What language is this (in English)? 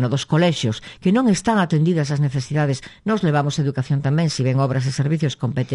Galician